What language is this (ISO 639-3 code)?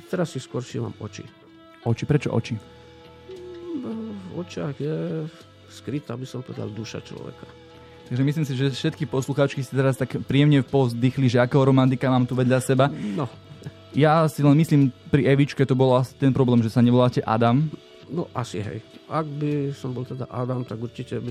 slk